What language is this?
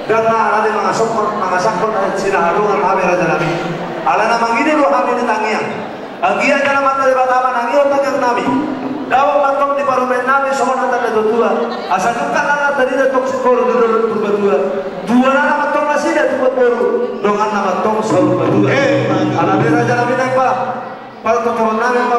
Batak Toba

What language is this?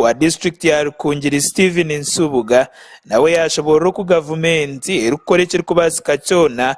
Nyankole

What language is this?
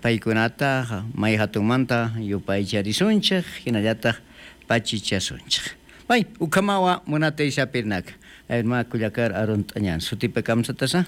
South Bolivian Quechua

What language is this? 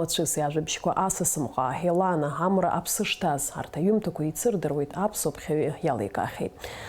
Abkhazian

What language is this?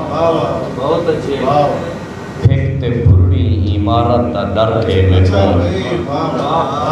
Saraiki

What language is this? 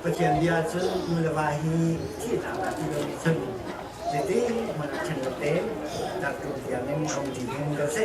Hakha Chin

